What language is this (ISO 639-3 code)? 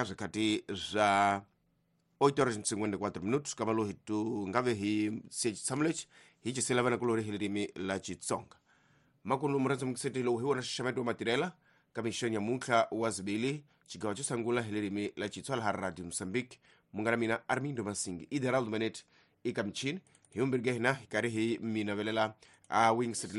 tso